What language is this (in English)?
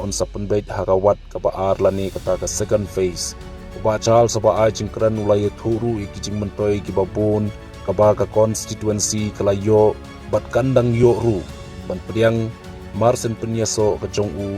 Khasi